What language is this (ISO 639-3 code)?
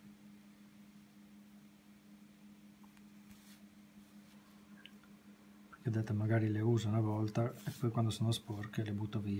ita